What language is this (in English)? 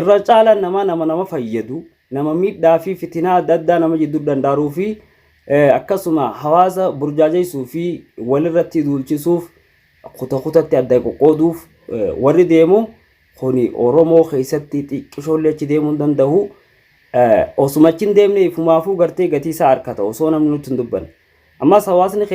Oromo